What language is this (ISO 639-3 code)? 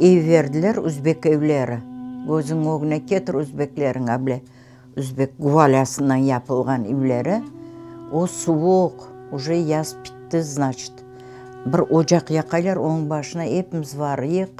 crh